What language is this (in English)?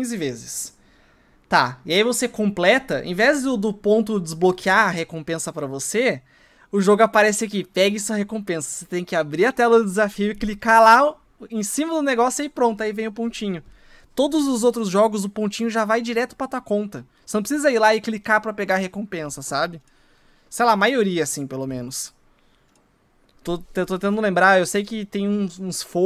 Portuguese